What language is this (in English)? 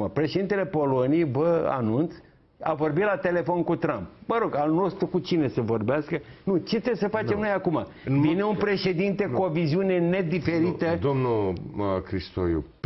Romanian